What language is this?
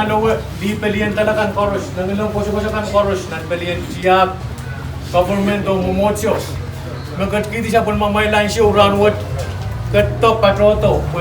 Pohnpeian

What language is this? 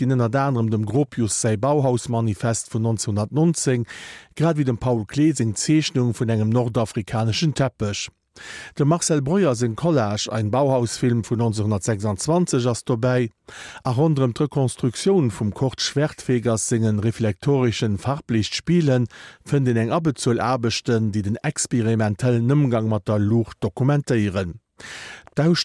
Luxembourgish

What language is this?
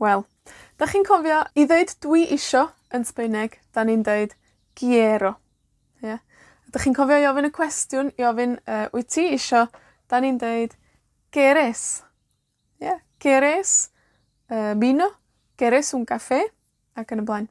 Welsh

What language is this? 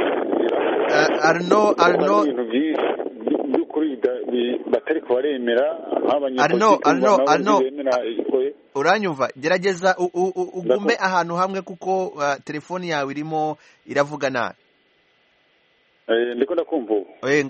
Kinyarwanda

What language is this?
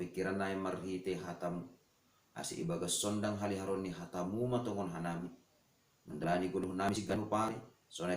Batak Simalungun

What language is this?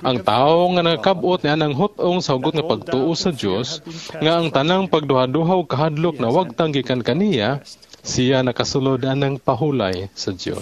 Cebuano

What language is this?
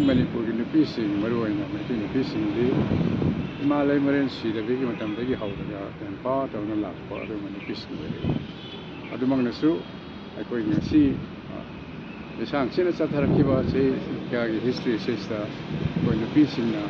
Manipuri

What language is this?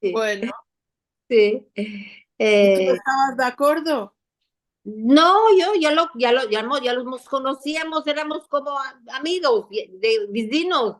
Ladino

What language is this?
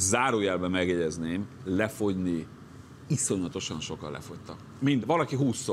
Hungarian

